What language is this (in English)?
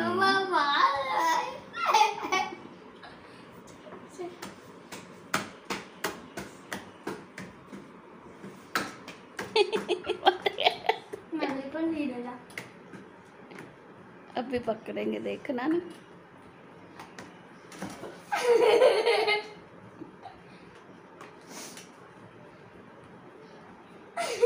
Hindi